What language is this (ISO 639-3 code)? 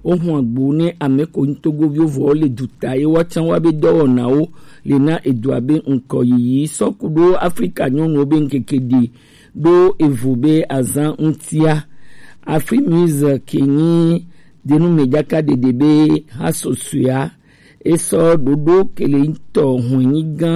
gej